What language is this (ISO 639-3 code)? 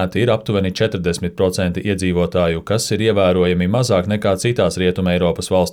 lav